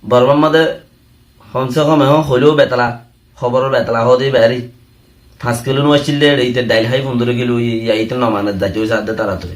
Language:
Rohingya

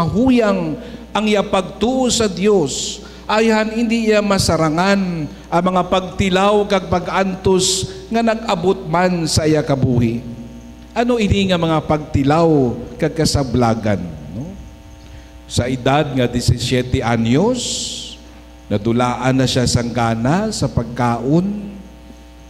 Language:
Hiligaynon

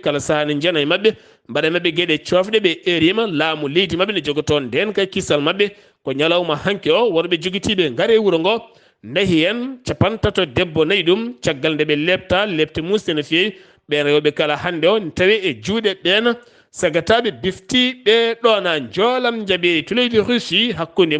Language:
Fula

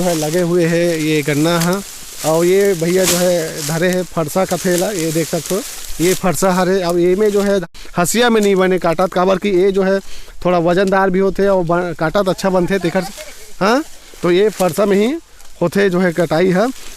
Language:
Chhattisgarhi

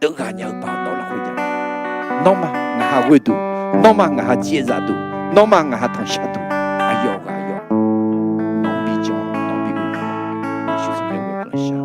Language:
Akha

